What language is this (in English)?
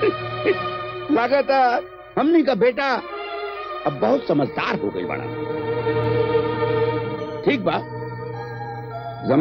Bhojpuri